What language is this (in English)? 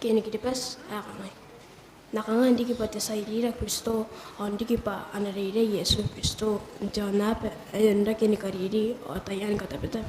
Gilbertese